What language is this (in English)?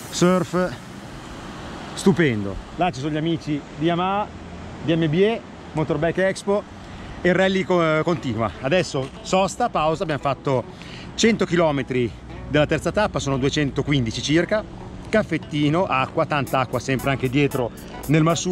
Italian